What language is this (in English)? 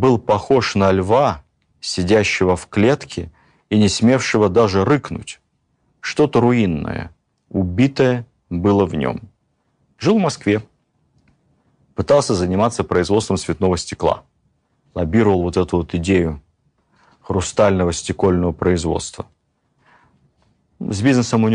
Russian